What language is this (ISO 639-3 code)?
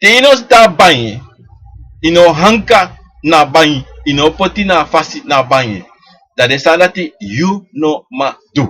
srn